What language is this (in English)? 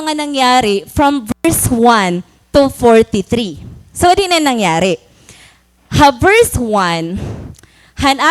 Waray